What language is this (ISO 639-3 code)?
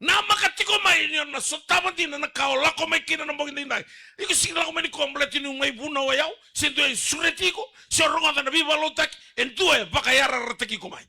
fij